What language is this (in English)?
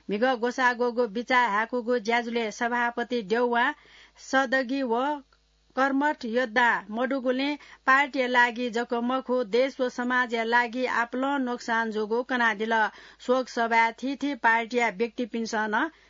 Newari